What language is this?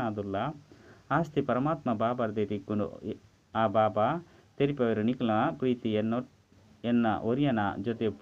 Tulu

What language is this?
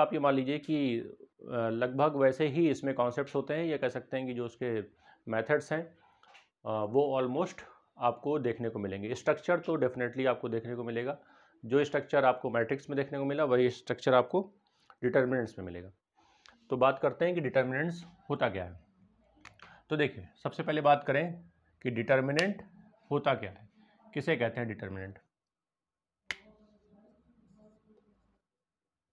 Hindi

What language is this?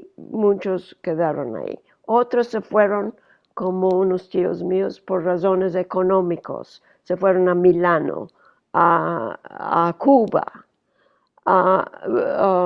Ladino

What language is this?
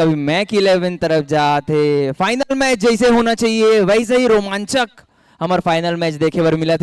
Chhattisgarhi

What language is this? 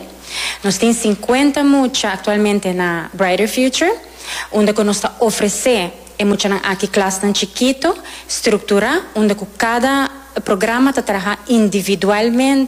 Papiamento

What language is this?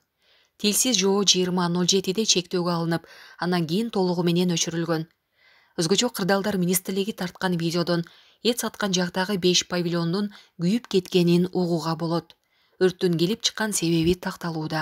Kyrgyz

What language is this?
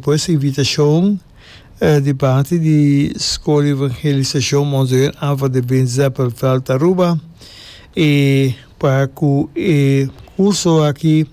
Papiamento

